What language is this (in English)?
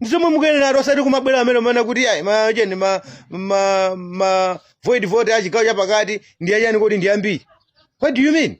Nyanja